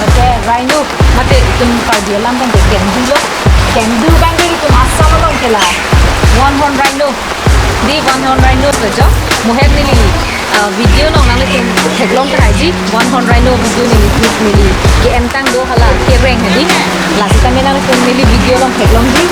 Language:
Karbi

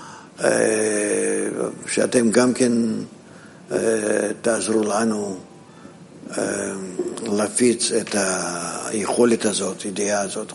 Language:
Hebrew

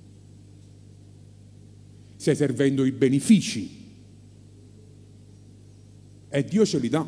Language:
Italian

